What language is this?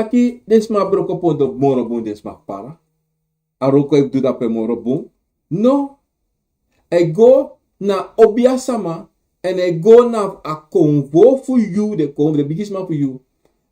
Sranan Tongo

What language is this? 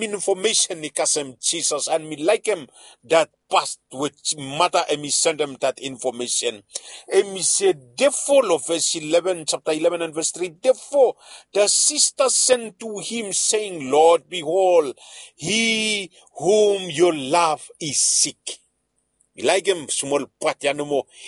Bislama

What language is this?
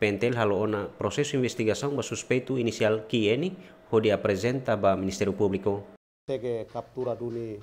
Tetum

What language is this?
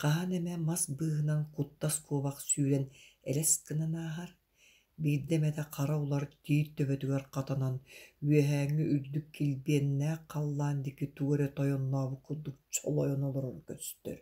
Yakut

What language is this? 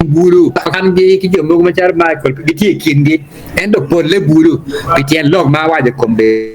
Acoli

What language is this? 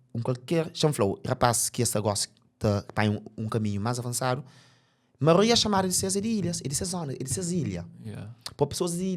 Kabuverdianu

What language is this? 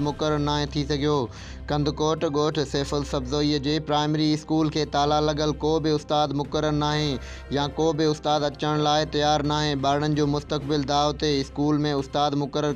Sindhi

